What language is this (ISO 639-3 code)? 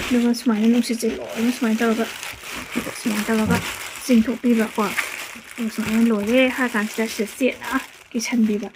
mni